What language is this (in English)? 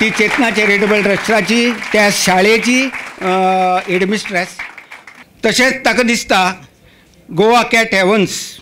Konkani